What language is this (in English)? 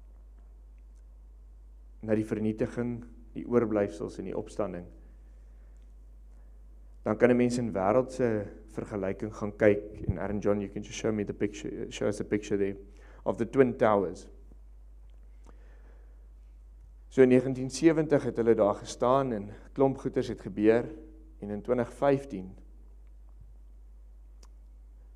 Afrikaans